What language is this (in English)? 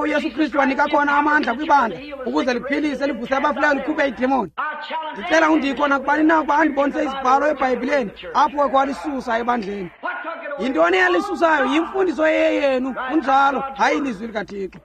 Xhosa